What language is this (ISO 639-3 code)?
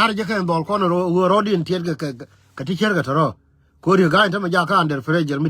nus